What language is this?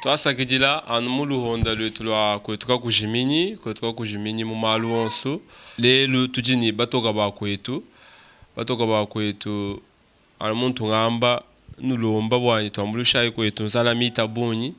Luba-Lulua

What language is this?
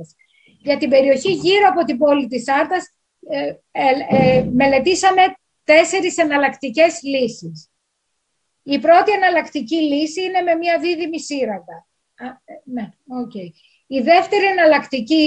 Greek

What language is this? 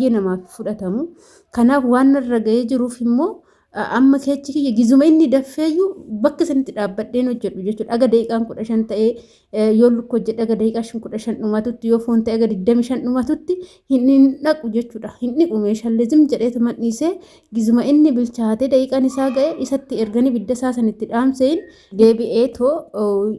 Oromo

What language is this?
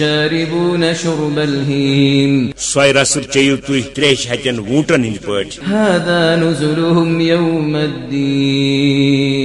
Kashmiri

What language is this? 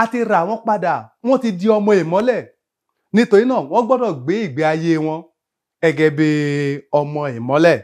Yoruba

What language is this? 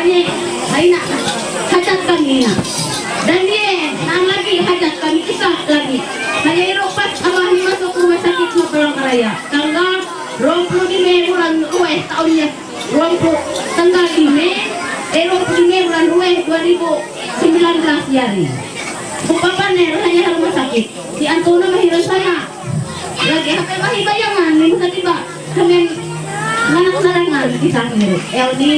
Ma'anyan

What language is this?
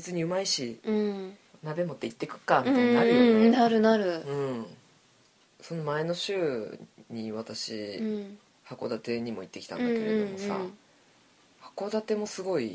Japanese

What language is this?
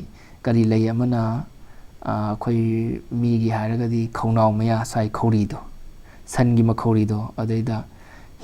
Manipuri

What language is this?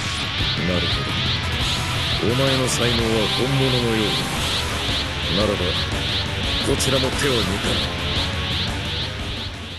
Japanese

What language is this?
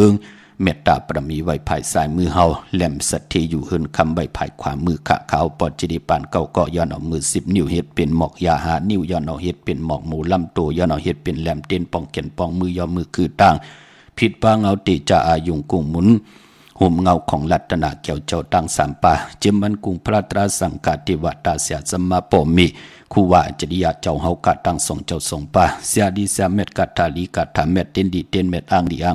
Shan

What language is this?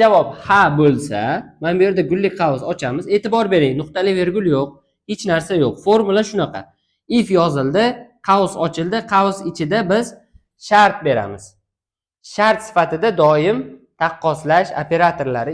Uzbek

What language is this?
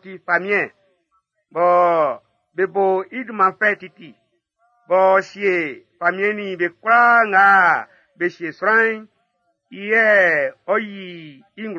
Baoulé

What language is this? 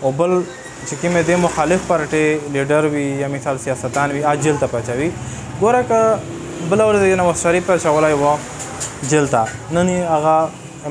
Pashto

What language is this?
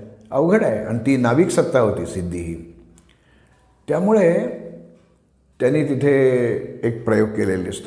Marathi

